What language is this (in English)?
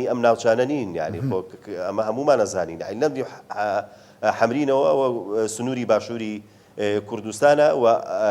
Central Kurdish